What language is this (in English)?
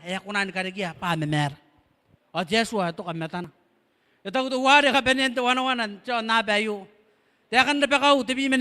Gilbertese